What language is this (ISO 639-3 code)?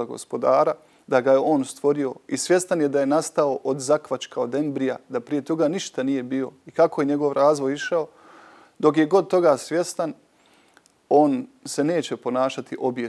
bos